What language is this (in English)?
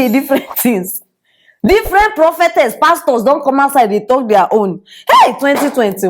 Nigerian Pidgin